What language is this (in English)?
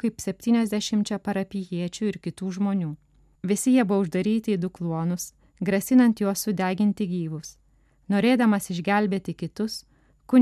Lithuanian